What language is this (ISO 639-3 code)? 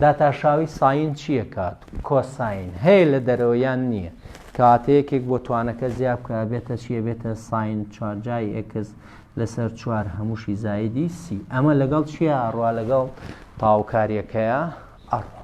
ckb